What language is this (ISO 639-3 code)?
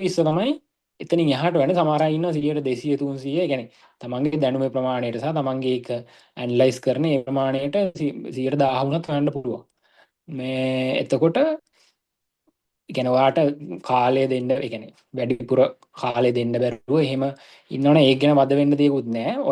sin